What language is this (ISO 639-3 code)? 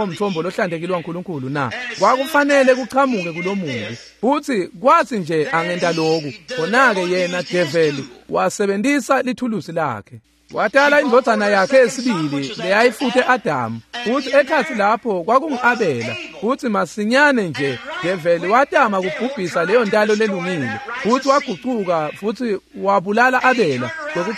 ssw